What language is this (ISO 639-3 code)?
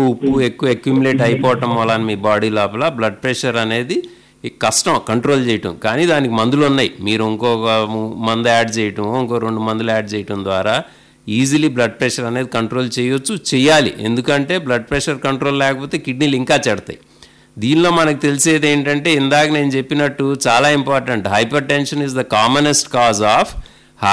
tel